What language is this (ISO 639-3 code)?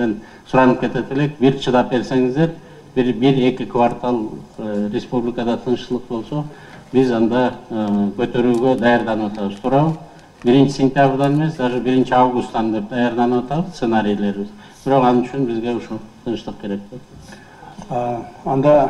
kir